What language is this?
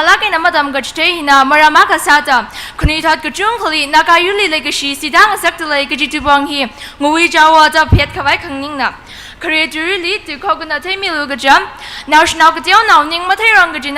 Tangkhul Naga (India)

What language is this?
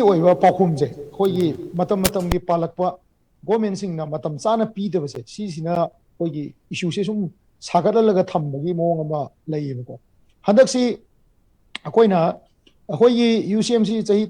Manipuri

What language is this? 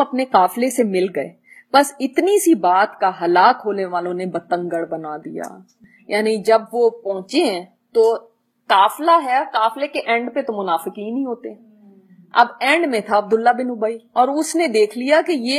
Urdu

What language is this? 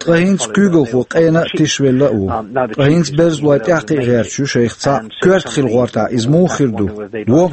Chechen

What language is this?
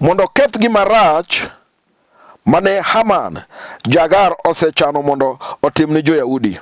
Luo (Kenya and Tanzania)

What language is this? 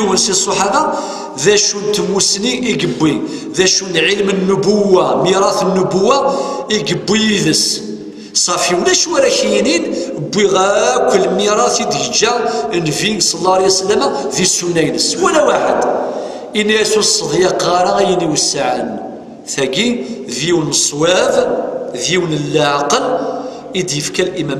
Kabyle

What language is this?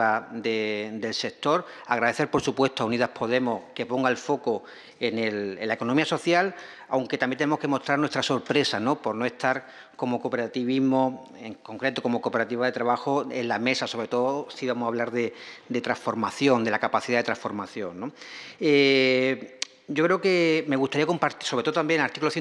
Spanish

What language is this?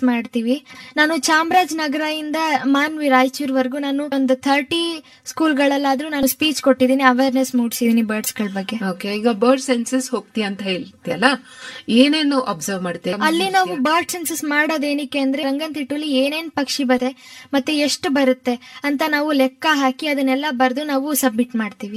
Kannada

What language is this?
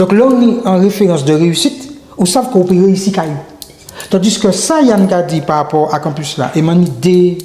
Guadeloupean Creole French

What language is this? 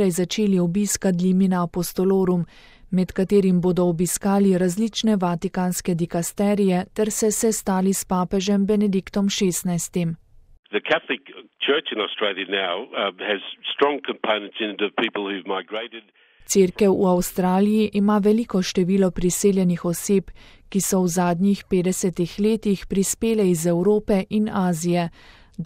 Slovenian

